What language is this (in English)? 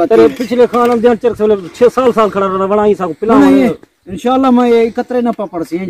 Saraiki